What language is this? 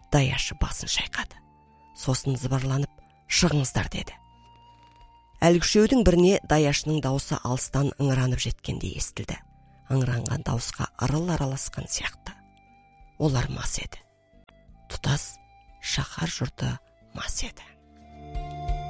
Kazakh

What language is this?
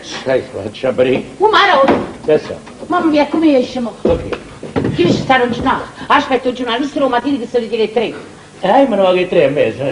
Neapolitan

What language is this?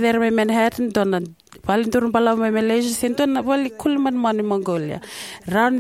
Fijian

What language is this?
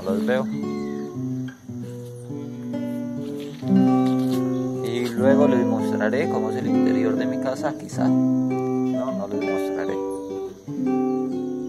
Spanish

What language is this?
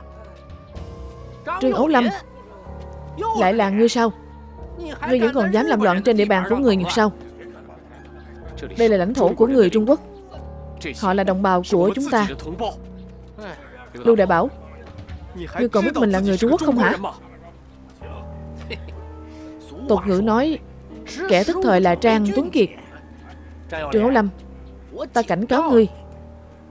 Vietnamese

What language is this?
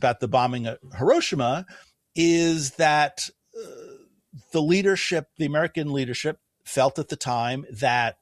English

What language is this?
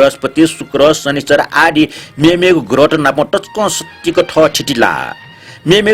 Newari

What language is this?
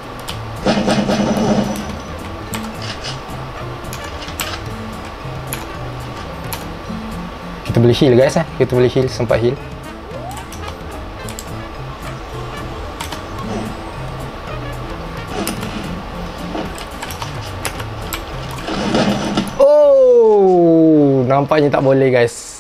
Malay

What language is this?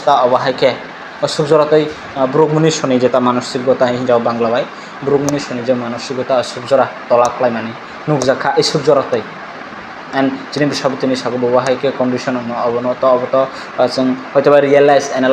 Kok Borok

